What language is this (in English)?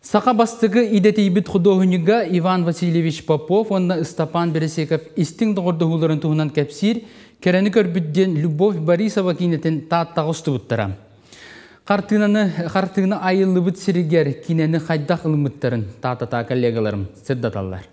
Yakut